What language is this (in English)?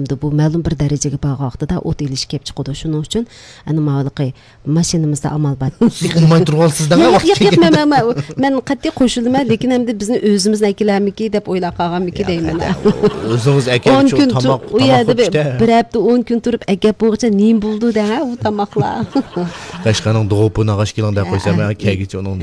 Uyghur